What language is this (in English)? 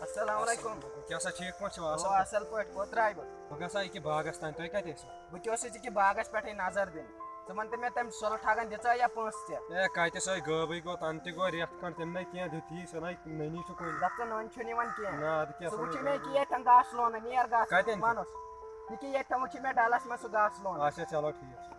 Kashmiri